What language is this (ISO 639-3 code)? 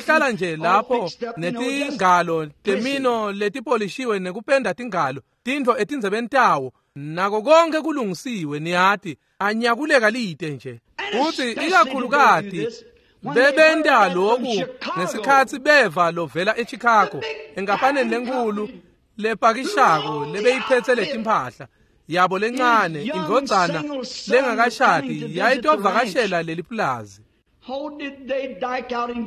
ssw